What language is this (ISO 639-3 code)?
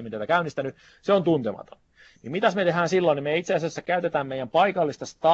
fin